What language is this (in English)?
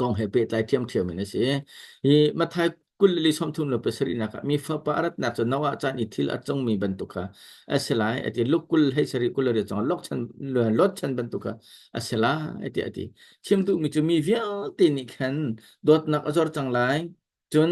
Hakha Chin